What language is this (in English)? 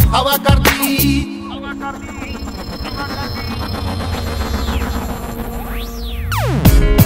Punjabi